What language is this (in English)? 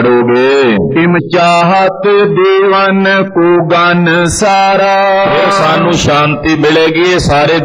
Punjabi